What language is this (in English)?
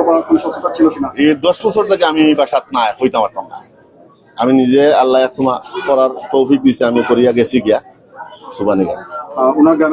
Sylheti